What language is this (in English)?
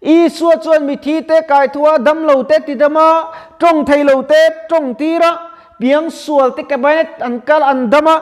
Mizo